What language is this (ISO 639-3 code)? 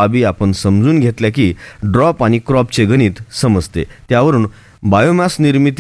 mar